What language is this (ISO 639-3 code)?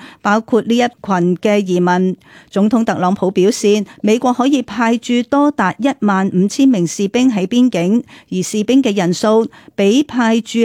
yue